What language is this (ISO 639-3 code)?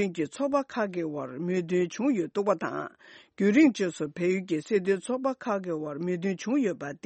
bod